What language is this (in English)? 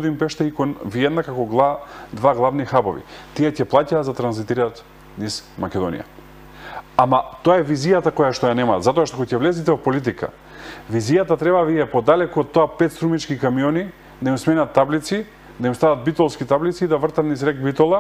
Macedonian